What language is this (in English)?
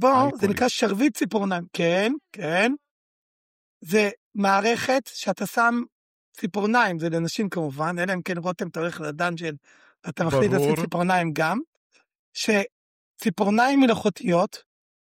Hebrew